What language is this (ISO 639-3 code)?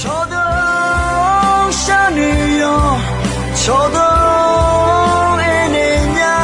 ahk